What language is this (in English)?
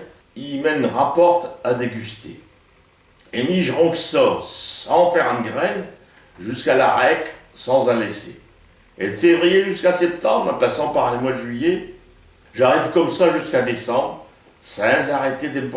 Picard